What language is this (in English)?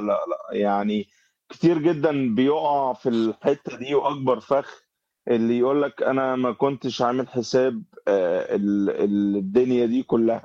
Egyptian Arabic